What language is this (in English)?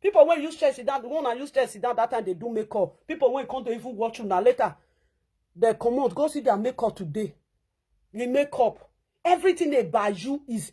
Nigerian Pidgin